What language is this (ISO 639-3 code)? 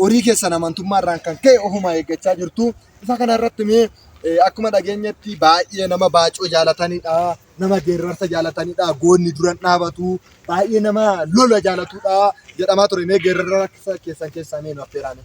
orm